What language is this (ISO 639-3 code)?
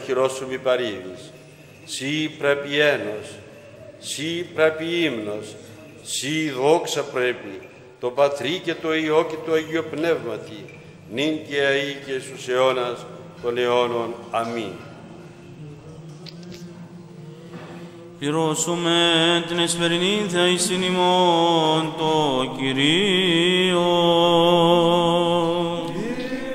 ell